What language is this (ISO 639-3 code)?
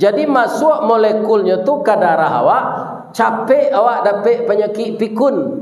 min